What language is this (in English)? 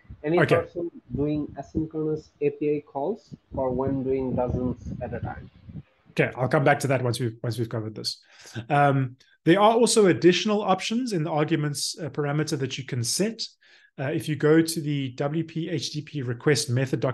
English